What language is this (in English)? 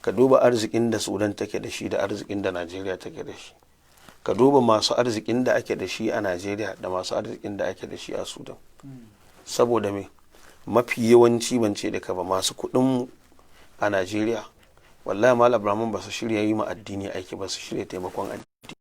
Hausa